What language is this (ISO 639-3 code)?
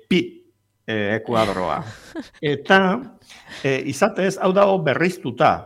eus